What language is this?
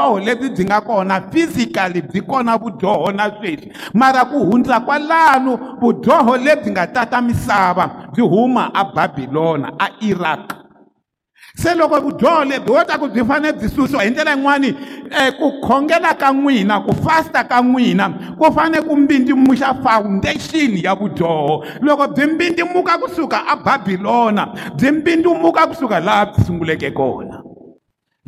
Tsonga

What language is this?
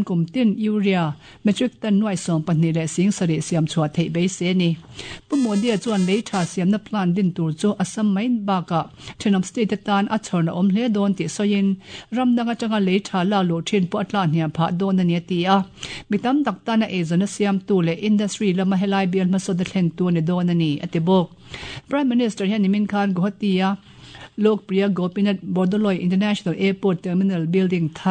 Mizo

